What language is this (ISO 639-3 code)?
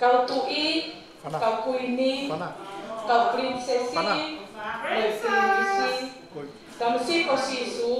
ton